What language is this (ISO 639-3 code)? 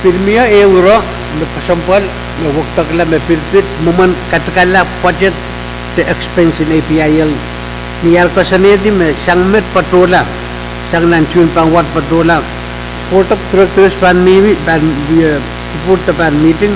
pon